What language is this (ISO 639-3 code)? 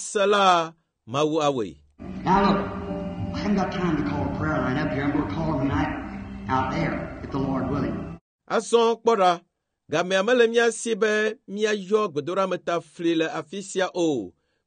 ewe